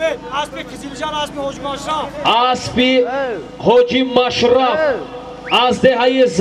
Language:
Tajik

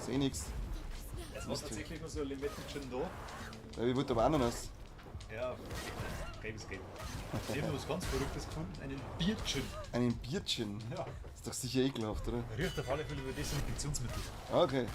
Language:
Bavarian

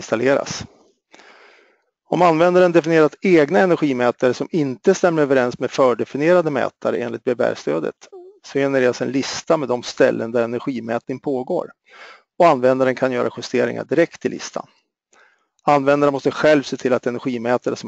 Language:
Swedish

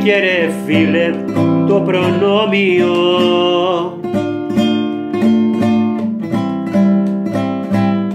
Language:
Greek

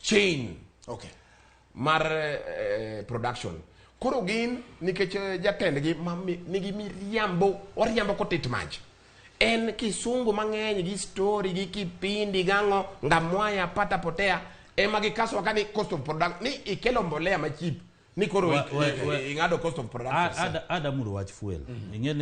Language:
Luo (Kenya and Tanzania)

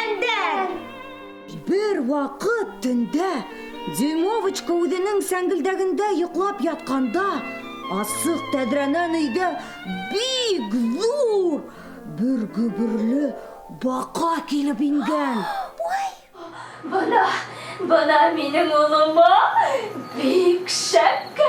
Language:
Bashkir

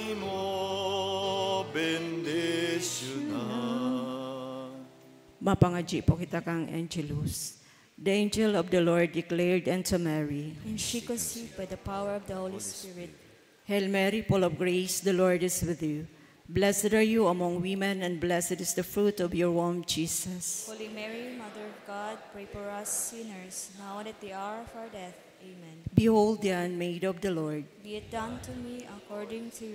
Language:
Bikol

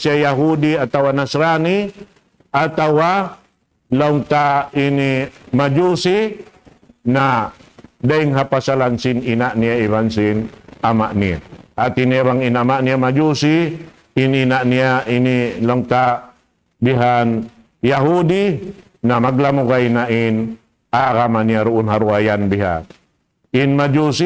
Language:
Tausug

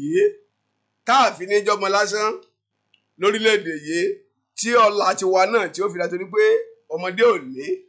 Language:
Yoruba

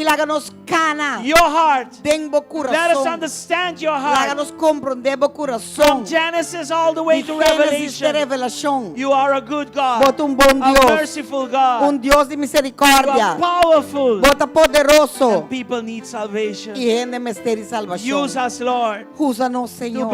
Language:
Papiamento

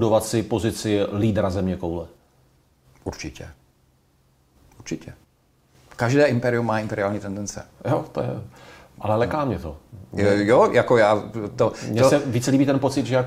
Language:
Czech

